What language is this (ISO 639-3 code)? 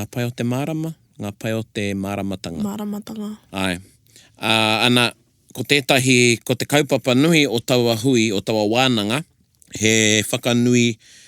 mri